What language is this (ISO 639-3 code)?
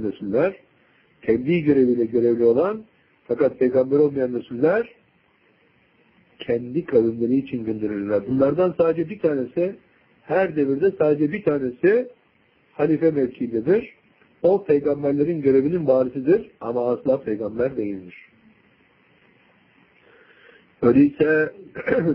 tur